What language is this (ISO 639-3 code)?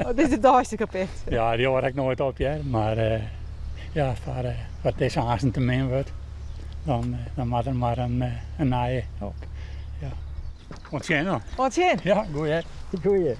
fry